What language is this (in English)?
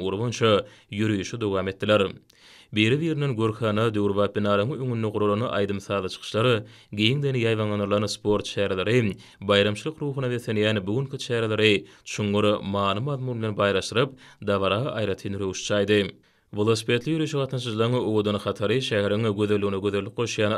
Turkmen